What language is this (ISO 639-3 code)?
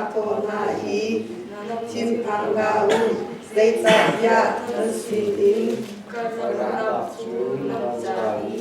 cnh